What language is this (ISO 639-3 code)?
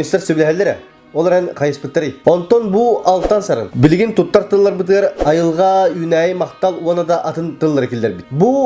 sah